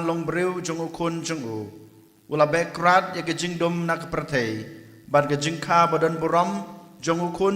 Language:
Khasi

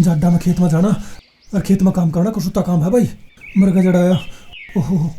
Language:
Haryanvi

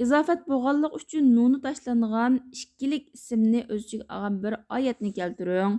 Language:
Uyghur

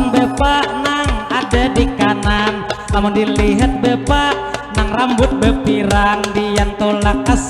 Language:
Banjar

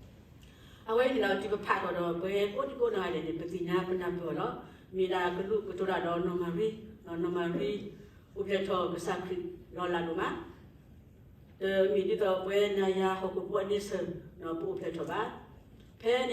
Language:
S'gaw Karen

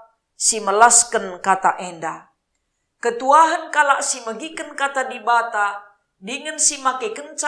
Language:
Batak Karo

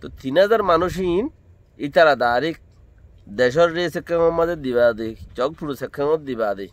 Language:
Rohingya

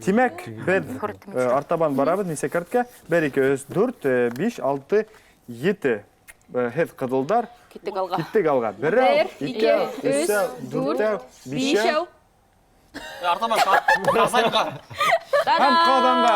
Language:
Bashkir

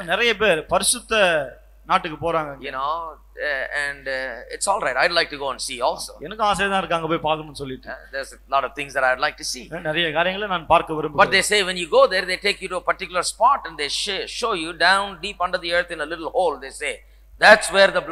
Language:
Tamil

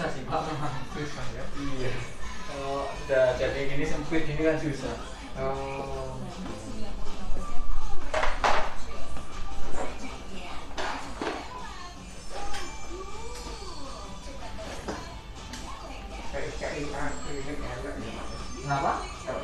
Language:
Indonesian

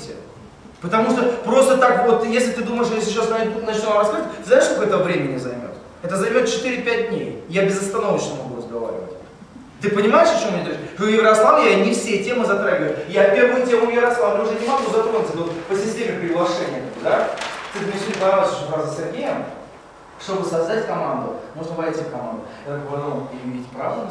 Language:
Russian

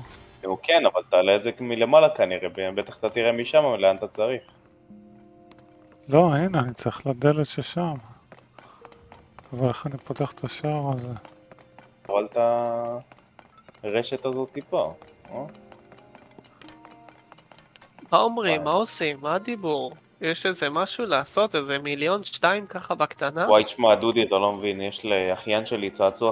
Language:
Hebrew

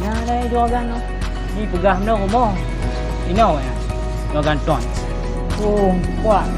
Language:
Achinese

